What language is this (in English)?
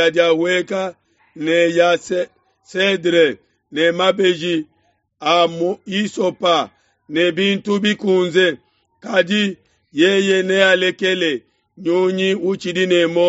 Luba-Lulua